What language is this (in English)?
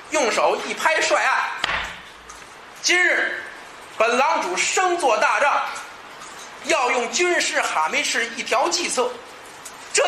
Chinese